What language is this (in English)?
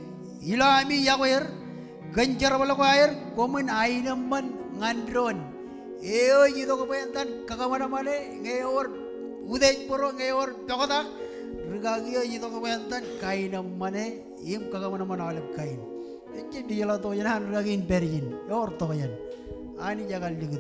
Marshallese